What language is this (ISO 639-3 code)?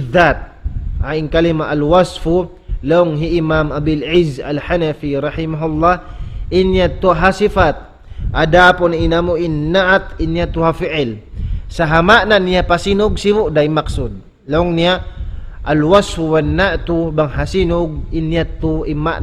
tsg